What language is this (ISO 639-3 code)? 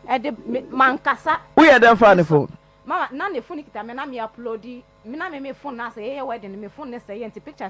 aka